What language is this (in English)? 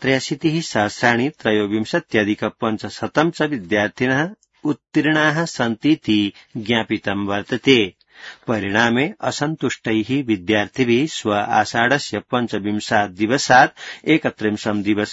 Sanskrit